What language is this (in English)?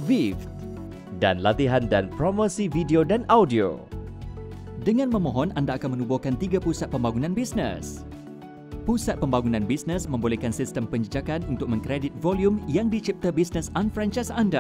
Malay